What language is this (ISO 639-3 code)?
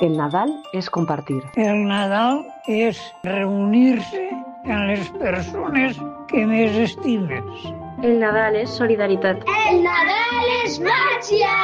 cat